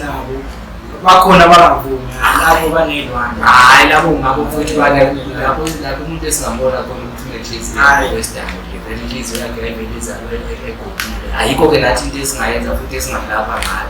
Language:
Zulu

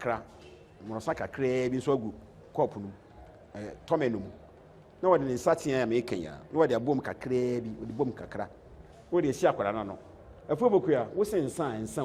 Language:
Akan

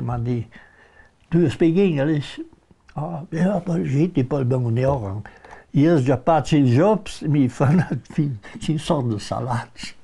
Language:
Ladin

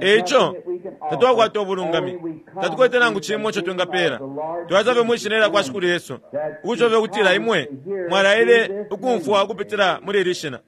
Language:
Bemba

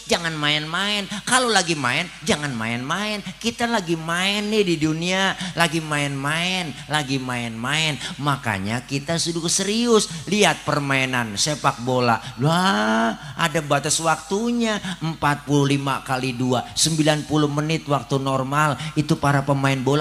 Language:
Betawi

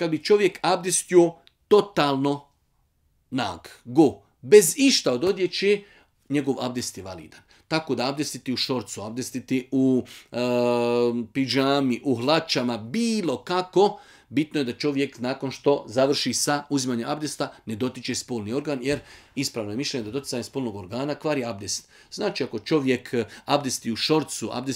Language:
Bosnian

